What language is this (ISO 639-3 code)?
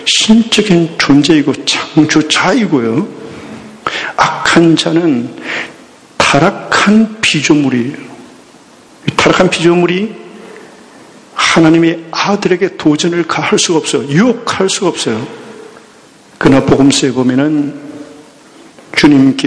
kor